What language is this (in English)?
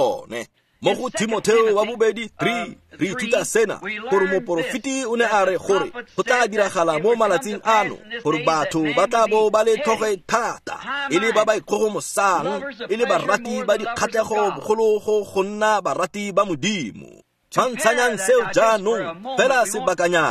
Tswana